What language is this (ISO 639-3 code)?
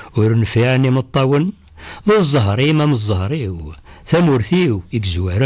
kab